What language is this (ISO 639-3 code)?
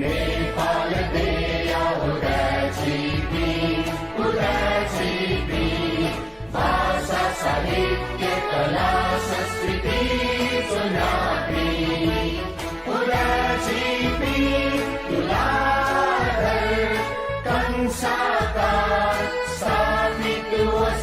new